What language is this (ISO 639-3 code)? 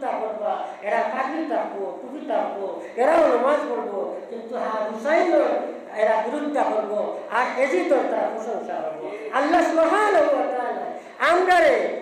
syl